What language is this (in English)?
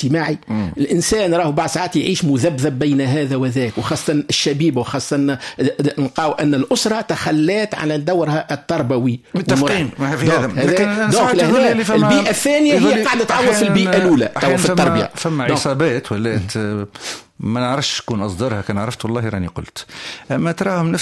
Tunisian Arabic